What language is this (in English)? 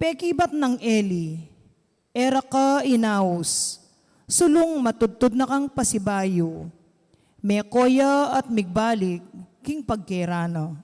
Pampanga